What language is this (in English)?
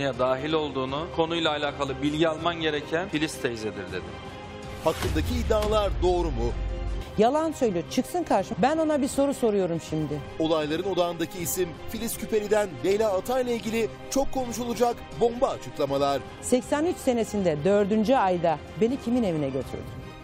Turkish